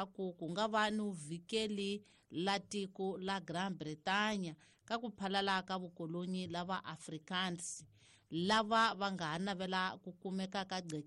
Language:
Tsonga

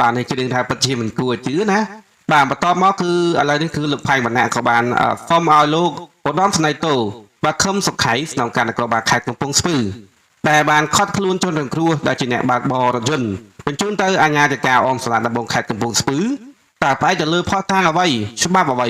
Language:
Khmer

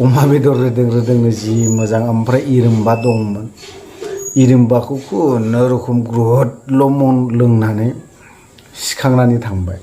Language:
Bodo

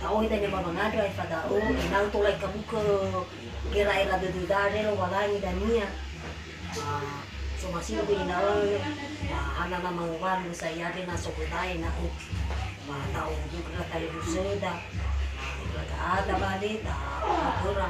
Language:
Nias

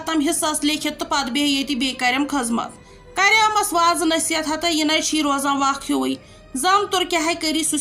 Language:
Kashmiri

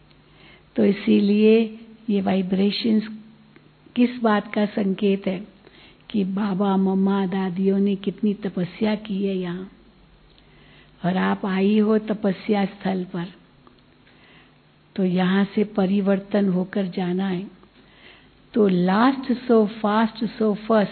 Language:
Hindi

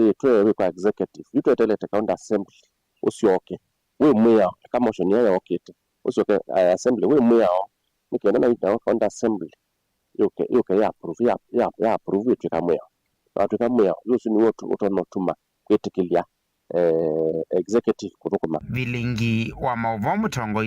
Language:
Kamba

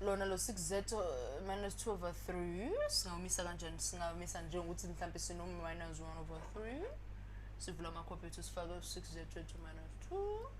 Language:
Zulu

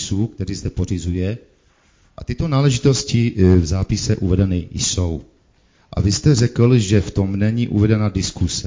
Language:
Czech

